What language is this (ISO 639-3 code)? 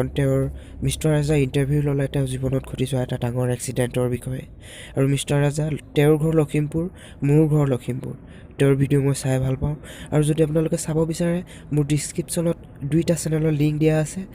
asm